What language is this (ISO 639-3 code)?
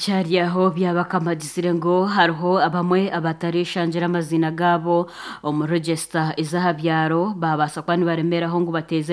nyn